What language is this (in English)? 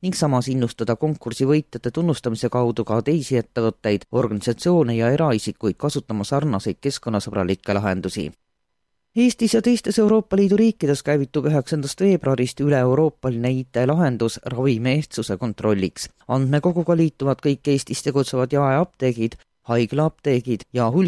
Estonian